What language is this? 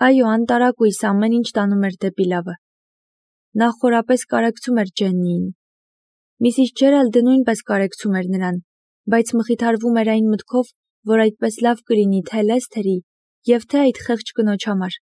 Armenian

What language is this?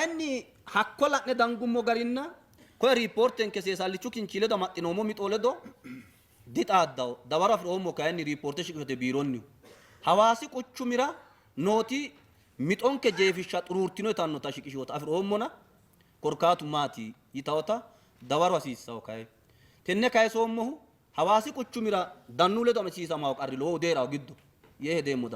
Sidamo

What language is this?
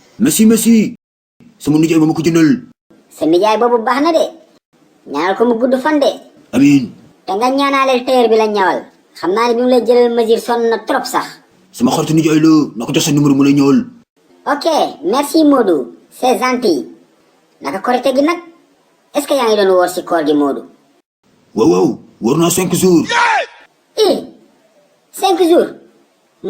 Wolof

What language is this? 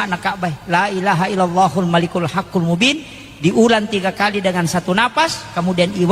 Buginese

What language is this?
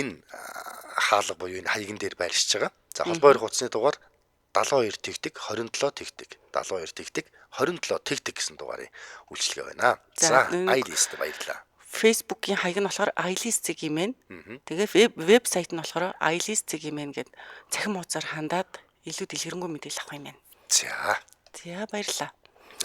Mongolian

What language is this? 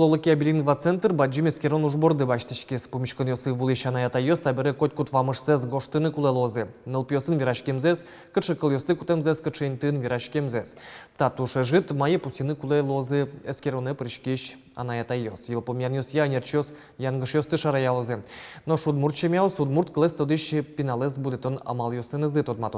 Udmurt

